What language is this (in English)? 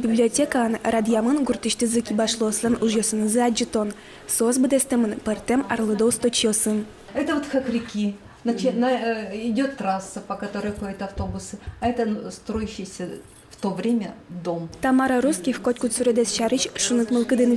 Udmurt